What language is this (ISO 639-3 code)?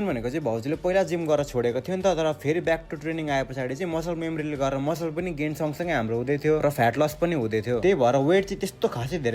nep